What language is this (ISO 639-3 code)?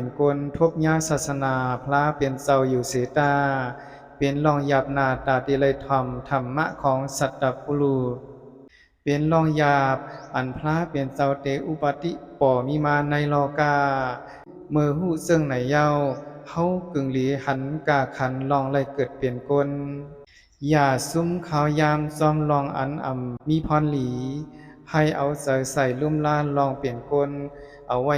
lao